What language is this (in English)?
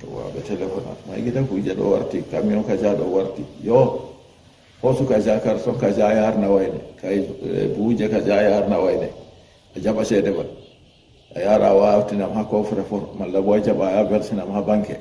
Fula